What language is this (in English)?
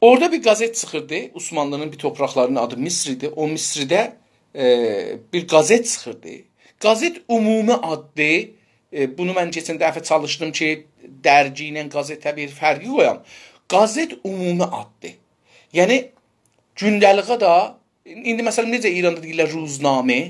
South Azerbaijani